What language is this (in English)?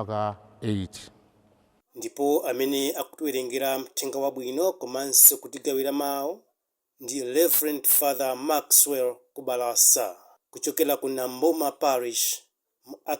Nyanja